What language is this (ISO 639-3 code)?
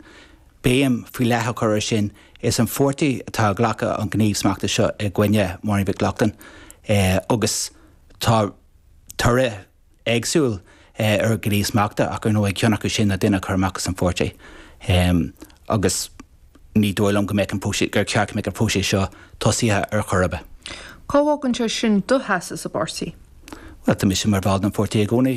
gle